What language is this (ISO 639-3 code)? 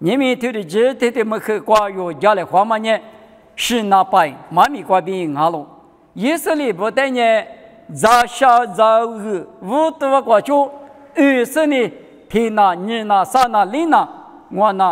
lis